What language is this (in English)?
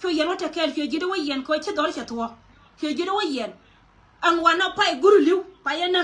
Nuer